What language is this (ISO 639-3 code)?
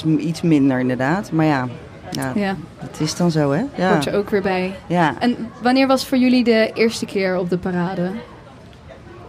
nld